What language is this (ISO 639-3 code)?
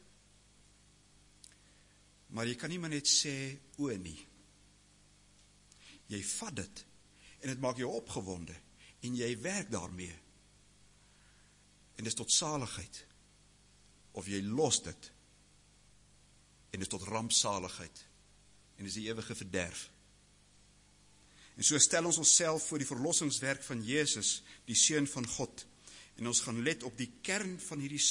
afr